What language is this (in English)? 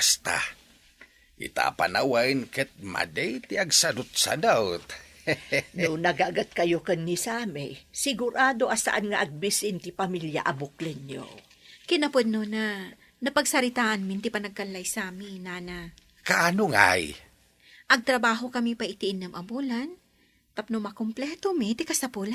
Iloko